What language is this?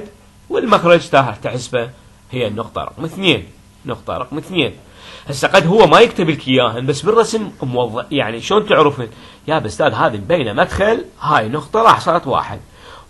Mesopotamian Arabic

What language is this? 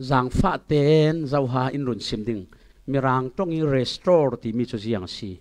Falam Chin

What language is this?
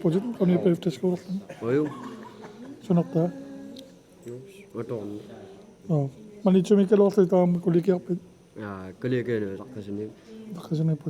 Kalaallisut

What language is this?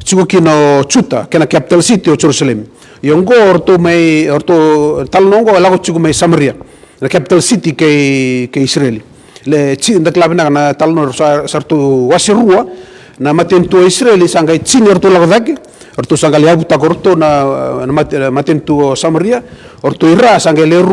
Fijian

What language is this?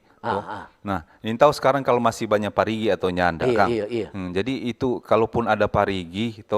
Manado Malay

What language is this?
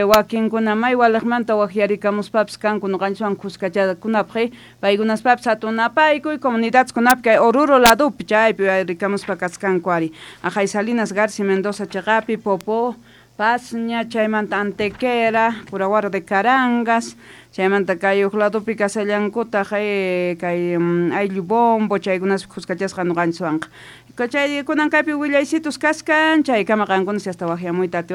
South Bolivian Quechua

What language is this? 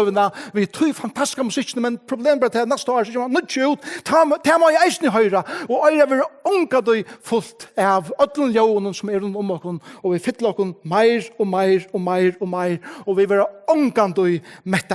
Faroese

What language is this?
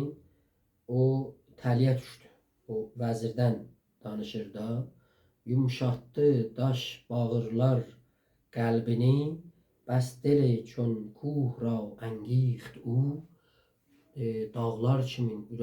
South Azerbaijani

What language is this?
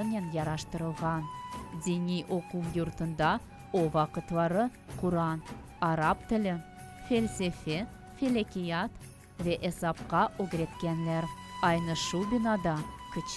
Crimean Tatar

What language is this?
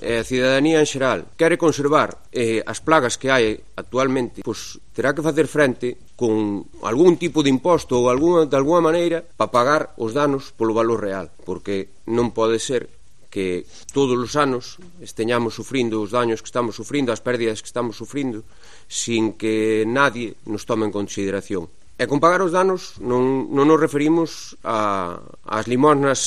Galician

